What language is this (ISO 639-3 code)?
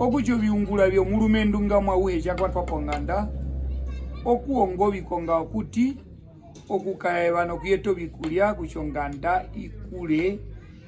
her